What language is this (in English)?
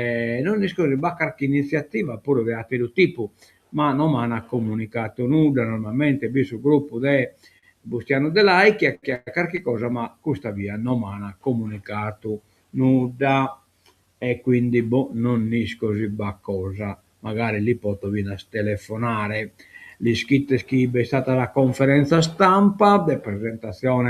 Sardinian